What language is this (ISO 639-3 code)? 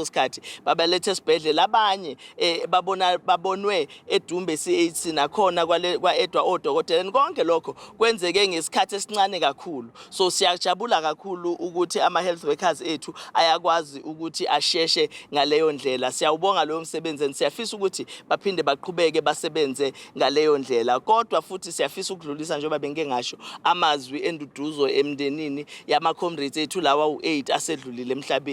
zul